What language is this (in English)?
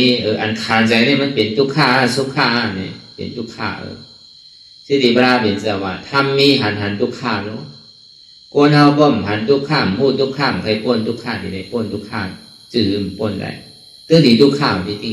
Shan